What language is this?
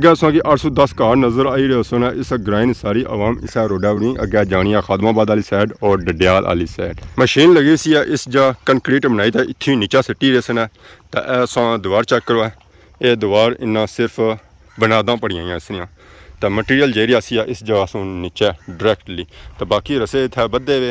Pahari-Potwari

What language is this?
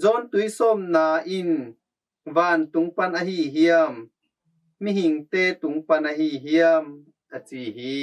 Tedim Chin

